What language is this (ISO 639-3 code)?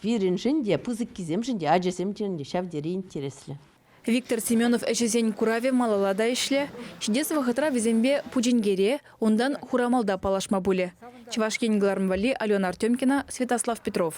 chv